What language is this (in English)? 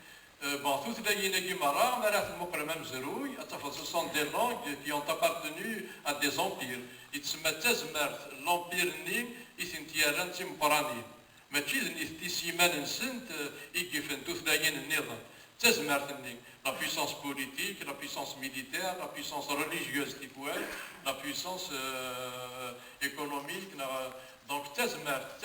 Kabyle